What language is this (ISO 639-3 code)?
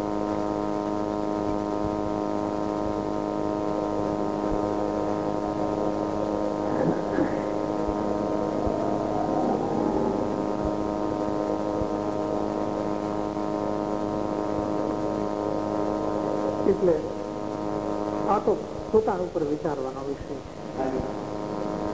guj